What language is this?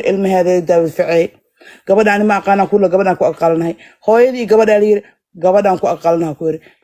Somali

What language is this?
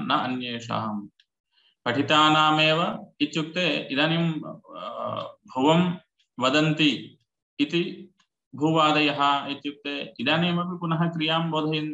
Sanskrit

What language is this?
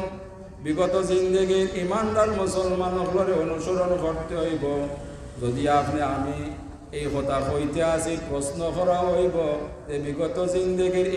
Sylheti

